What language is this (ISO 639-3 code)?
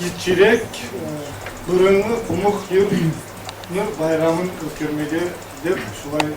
kum